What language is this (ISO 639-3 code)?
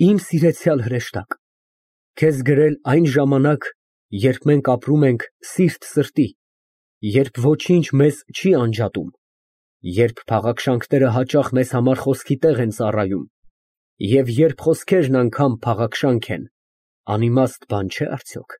hye